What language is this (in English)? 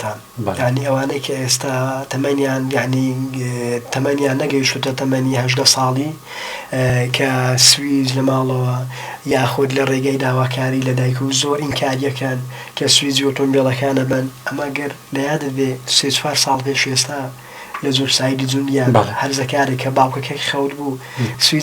Central Kurdish